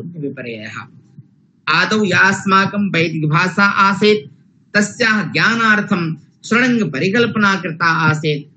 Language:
Sanskrit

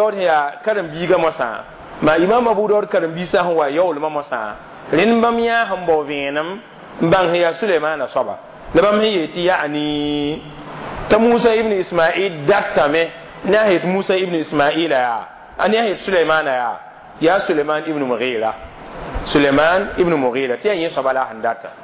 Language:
Mossi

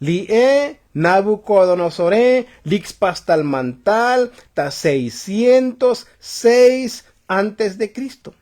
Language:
Tzotzil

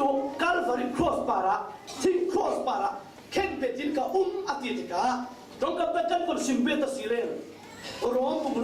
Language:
Falam Chin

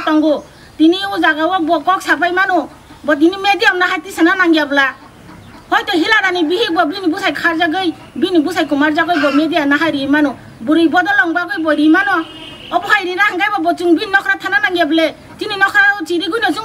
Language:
Kok Borok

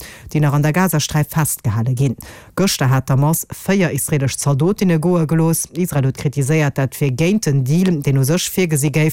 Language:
Luxembourgish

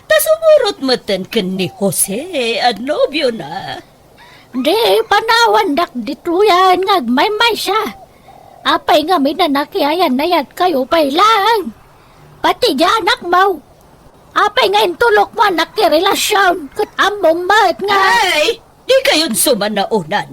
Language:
Iloko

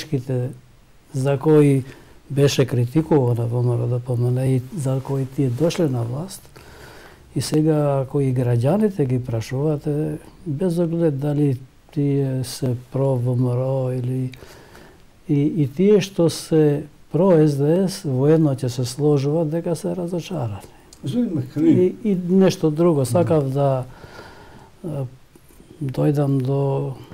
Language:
Macedonian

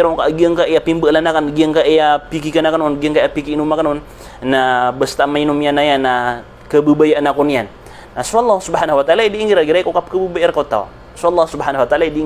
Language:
Maranao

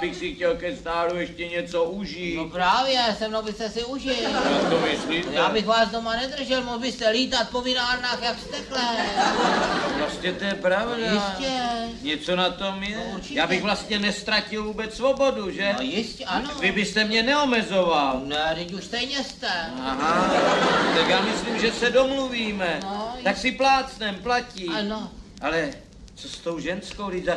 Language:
Czech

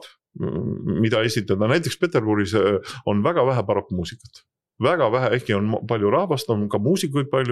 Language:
Estonian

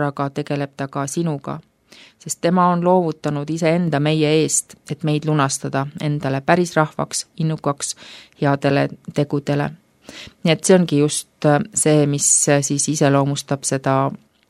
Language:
Estonian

